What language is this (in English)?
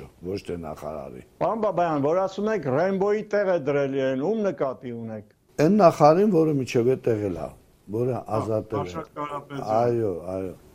Armenian